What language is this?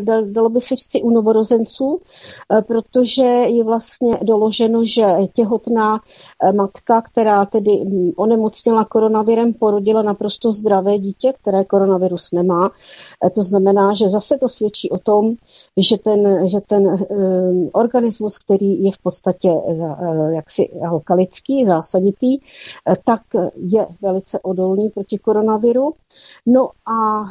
Czech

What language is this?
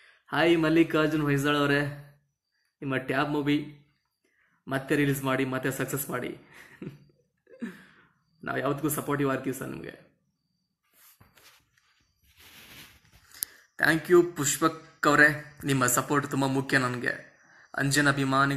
Kannada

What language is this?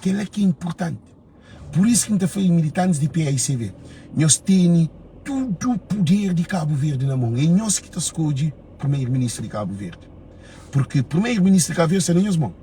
Kabuverdianu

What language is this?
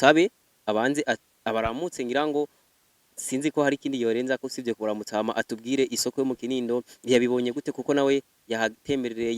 Rundi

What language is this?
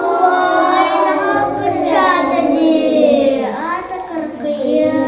Yakut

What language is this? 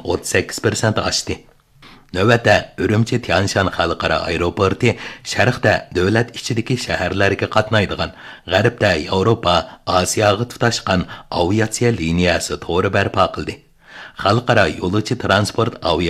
Uyghur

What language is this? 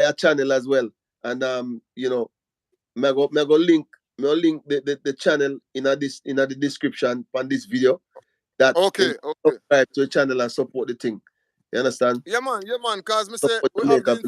Jamaican Creole English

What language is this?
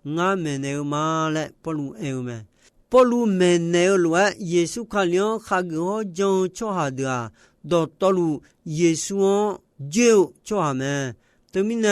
Akha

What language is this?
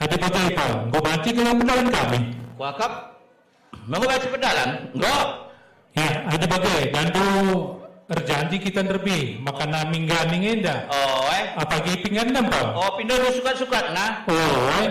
Batak Karo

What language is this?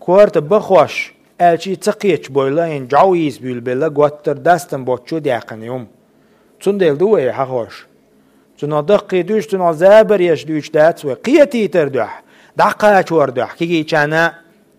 Chechen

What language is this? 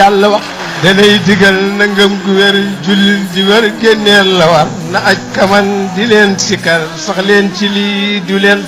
Wolof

